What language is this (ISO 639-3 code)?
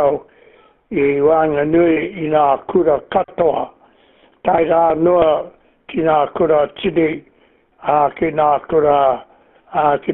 mri